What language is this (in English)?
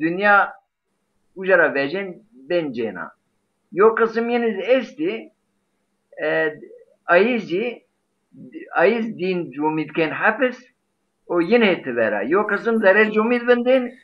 Zaza